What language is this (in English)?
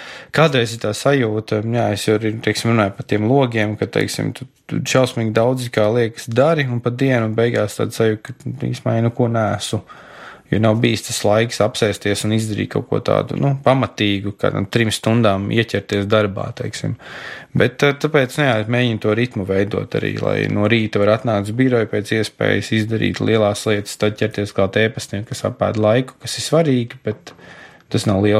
Latvian